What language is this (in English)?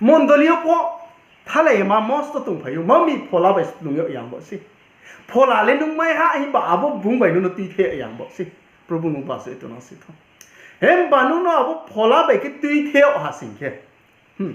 Riang (India)